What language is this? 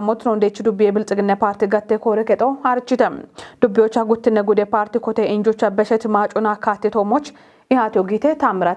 Kafa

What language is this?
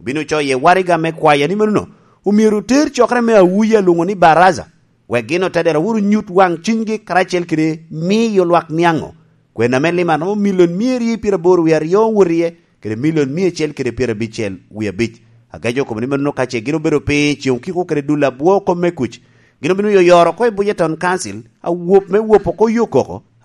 Lango (Uganda)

